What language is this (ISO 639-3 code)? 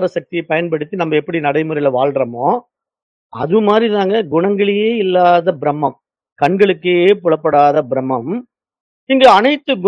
tam